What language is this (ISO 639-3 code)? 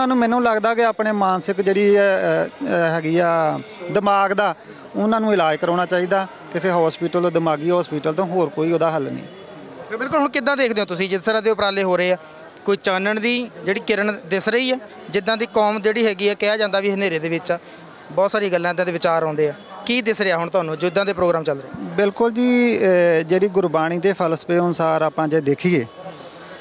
pan